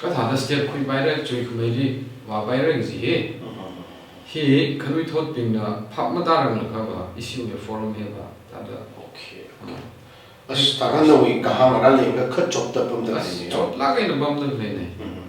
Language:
Tangkhul Naga (India)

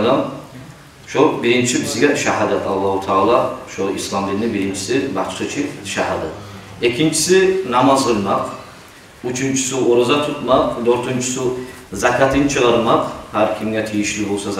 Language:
Kumyk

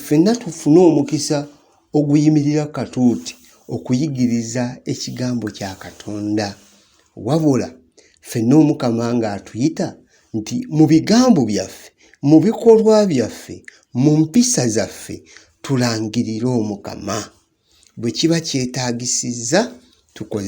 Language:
Ganda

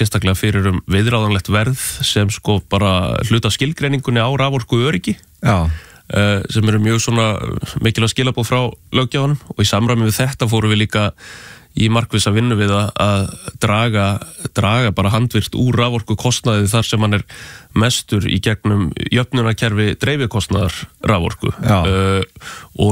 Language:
Icelandic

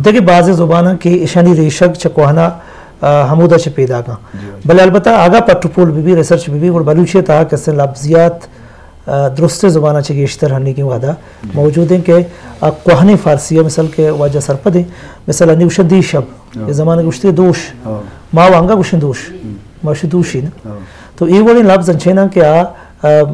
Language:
Eastern Balochi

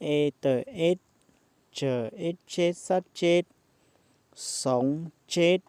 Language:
Hmong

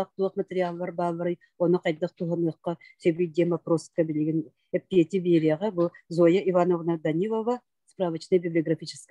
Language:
Yakut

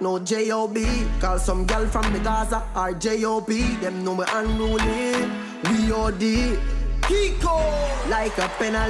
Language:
Jamaican Creole English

